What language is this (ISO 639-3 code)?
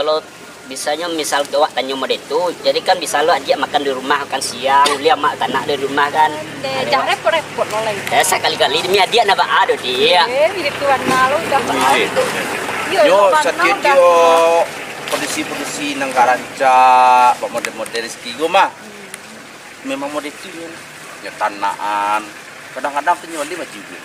min